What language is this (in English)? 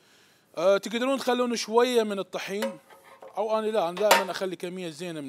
Mesopotamian Arabic